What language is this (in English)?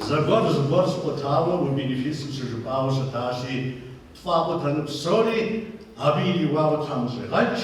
Kabardian